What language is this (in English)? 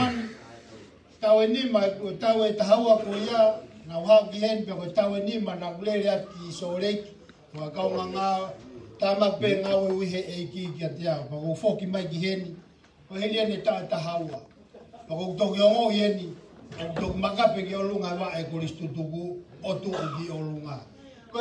Tongan